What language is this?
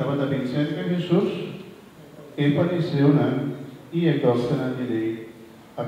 Papiamento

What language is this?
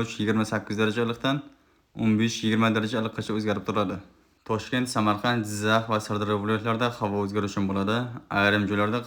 Uzbek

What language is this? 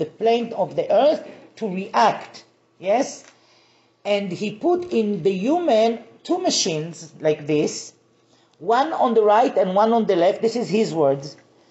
English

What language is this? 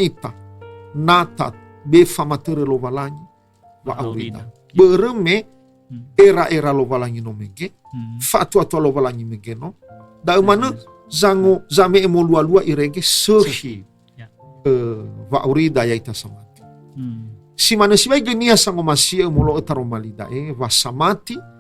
Nias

